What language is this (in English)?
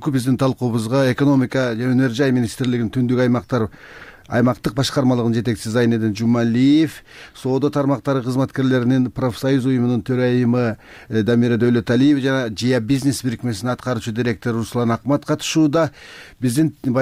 Kyrgyz